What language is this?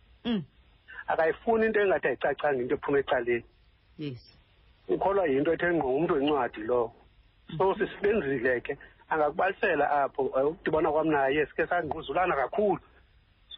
Xhosa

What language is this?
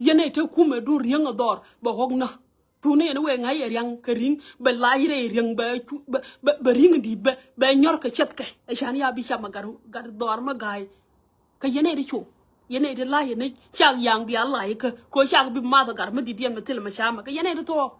Nuer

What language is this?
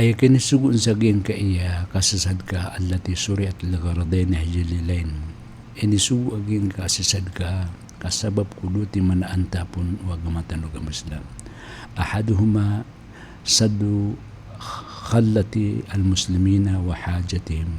Maranao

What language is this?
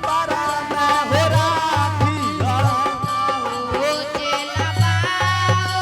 Angika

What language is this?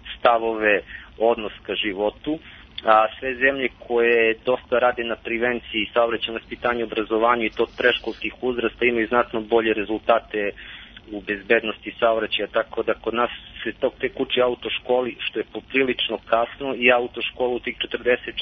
Serbian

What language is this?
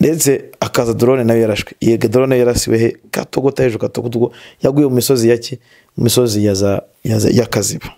Kinyarwanda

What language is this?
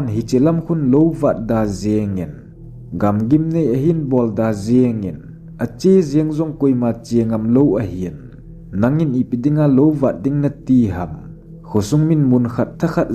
Thado Chin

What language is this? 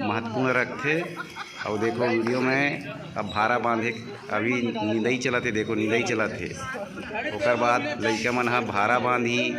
Chhattisgarhi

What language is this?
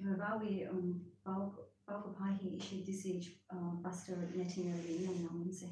Tangkhul Naga (India)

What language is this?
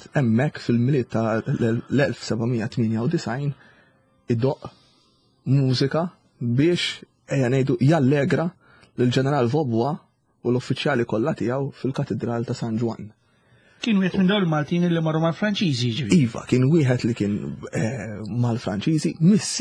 Maltese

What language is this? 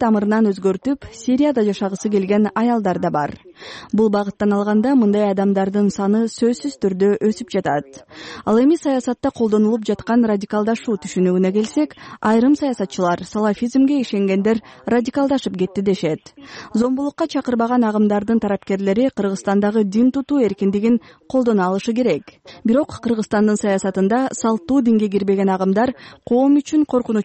Kyrgyz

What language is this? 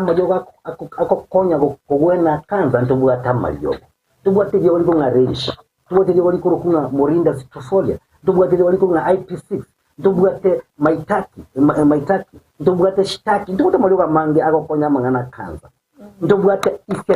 Gusii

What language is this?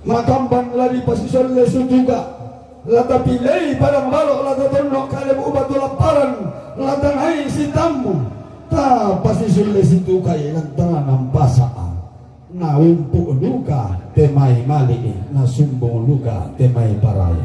Toraja-Sa'dan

